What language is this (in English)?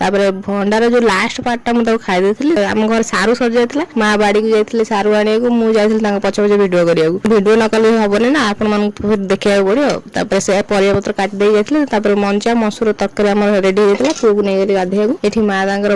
Odia